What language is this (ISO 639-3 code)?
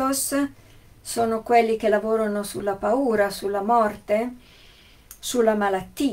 ita